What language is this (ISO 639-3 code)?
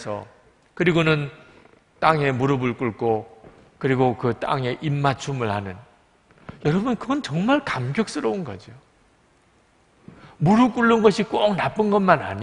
kor